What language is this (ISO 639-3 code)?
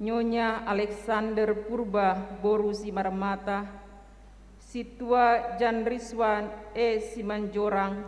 bts